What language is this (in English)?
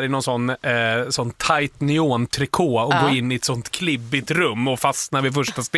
Swedish